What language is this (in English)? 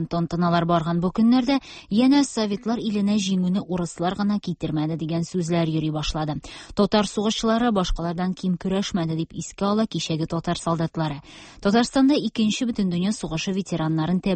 Tatar